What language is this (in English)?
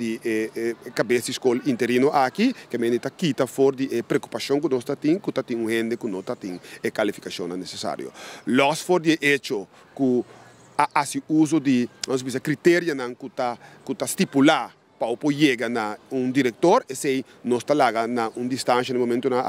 Papiamento